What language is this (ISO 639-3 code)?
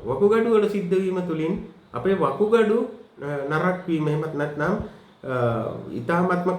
sin